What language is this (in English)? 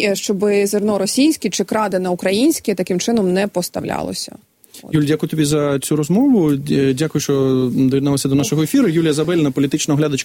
Ukrainian